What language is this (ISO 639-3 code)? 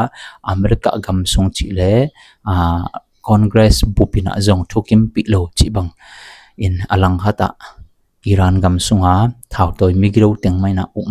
ctd